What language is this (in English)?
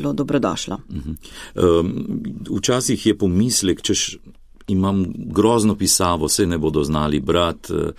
Slovenian